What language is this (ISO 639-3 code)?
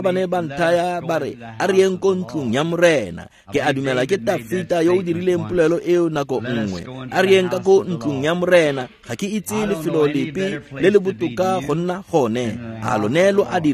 tsn